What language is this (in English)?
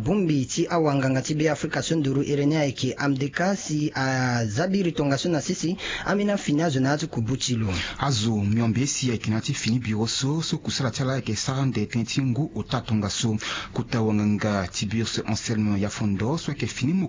Sango